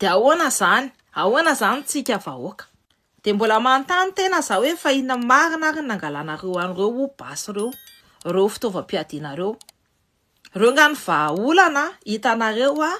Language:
Malagasy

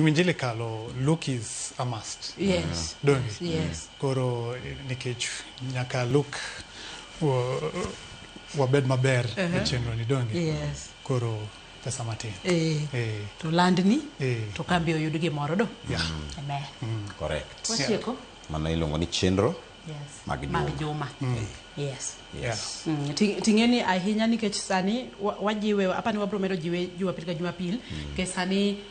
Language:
Luo (Kenya and Tanzania)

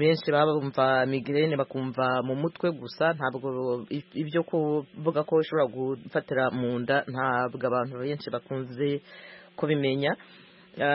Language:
Kinyarwanda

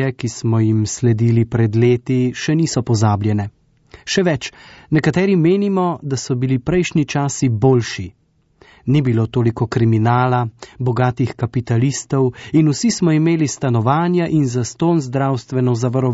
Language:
Slovenian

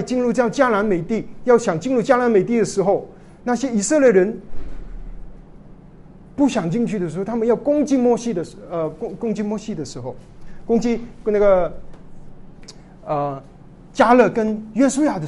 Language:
Chinese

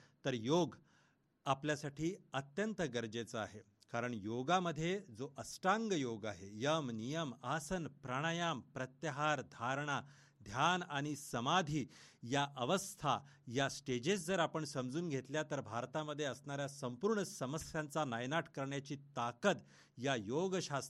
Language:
Marathi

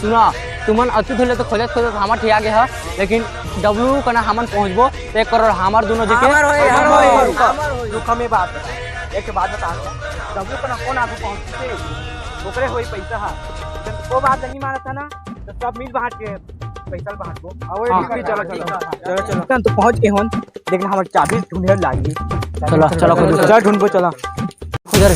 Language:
Chhattisgarhi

